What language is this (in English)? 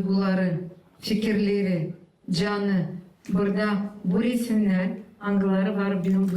Gagauz